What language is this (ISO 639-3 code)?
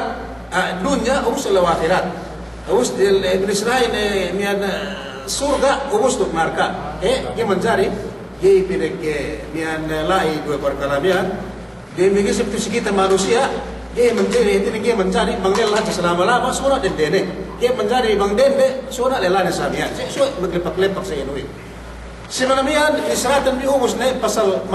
yka